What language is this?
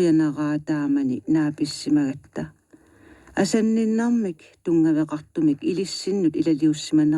Kalaallisut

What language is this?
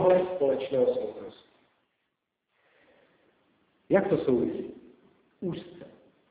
Czech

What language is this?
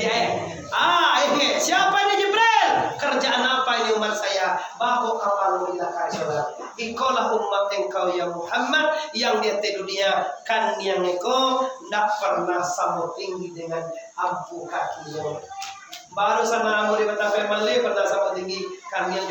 Minangkabau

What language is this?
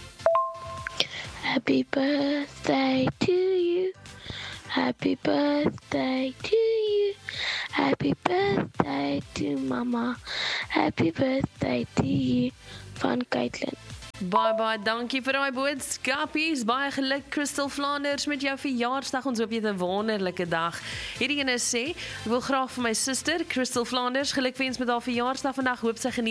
Afrikaans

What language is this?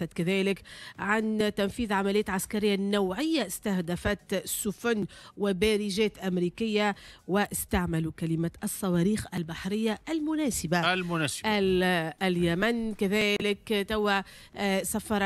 Tunisian Arabic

